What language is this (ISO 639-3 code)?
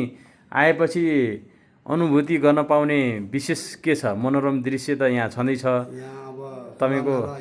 nep